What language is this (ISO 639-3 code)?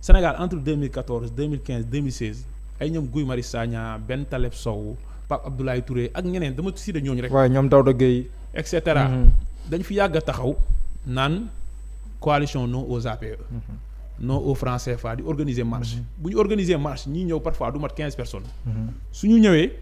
wol